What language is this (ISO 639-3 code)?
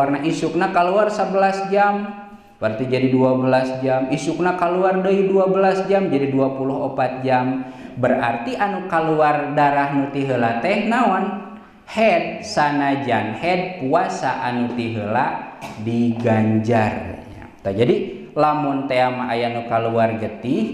sun